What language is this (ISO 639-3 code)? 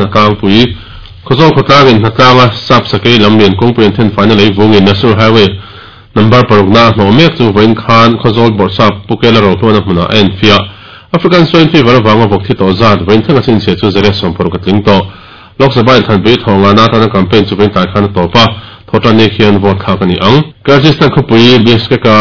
lus